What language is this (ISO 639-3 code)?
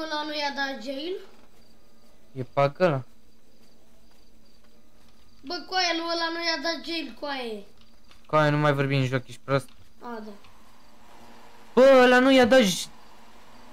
ron